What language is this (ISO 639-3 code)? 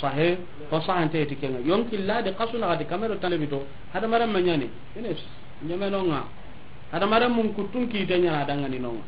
snk